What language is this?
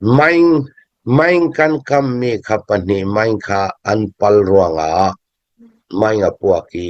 Hakha Chin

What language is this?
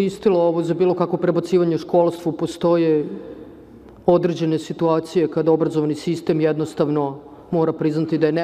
Serbian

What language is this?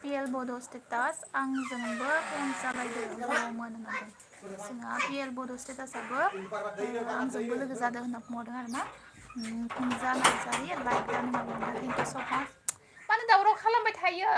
Bodo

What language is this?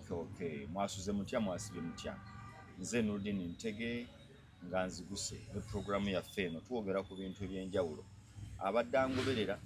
Ganda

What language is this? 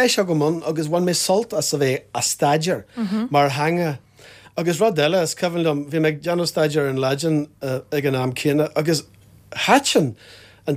Irish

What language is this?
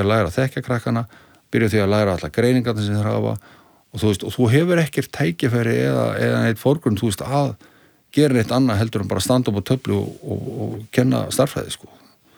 Icelandic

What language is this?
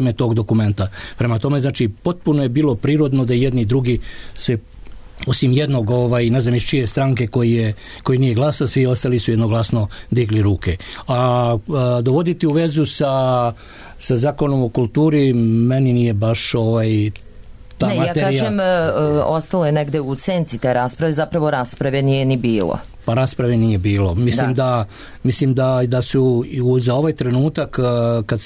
Serbian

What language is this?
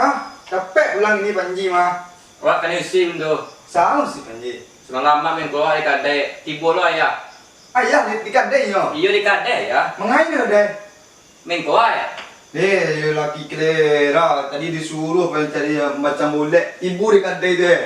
Minangkabau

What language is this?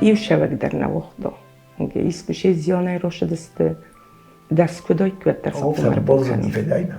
Ossetic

